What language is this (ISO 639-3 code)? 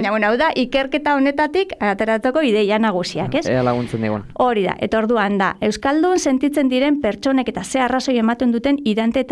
eus